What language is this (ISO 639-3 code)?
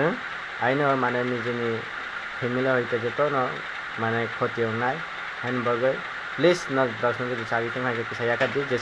trp